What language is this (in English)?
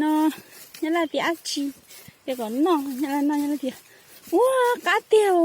Hmong